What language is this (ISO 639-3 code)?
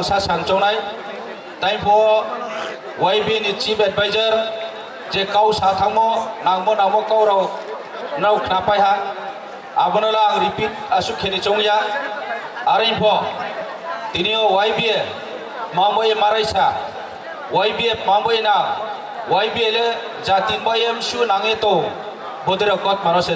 trp